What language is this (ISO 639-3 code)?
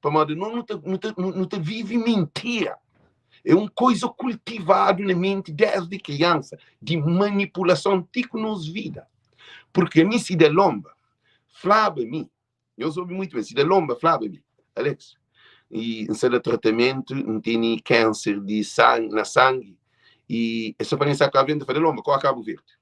kea